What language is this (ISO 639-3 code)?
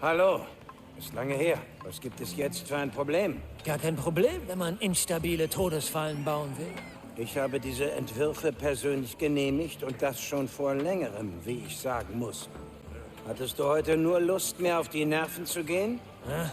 bar